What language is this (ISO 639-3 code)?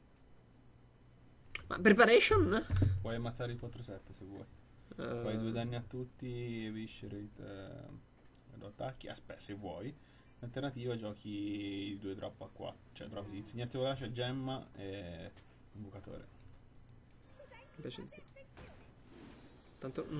ita